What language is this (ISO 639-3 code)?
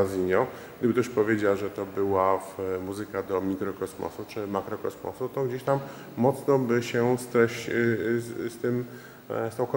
pol